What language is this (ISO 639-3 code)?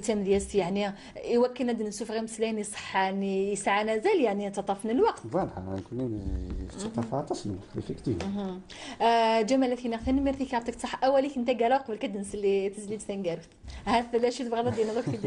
kab